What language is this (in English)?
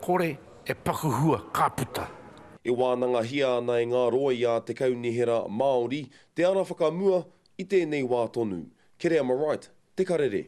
Māori